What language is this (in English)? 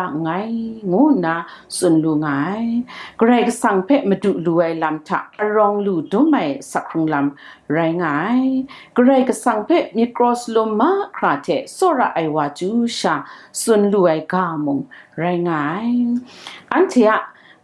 Kachin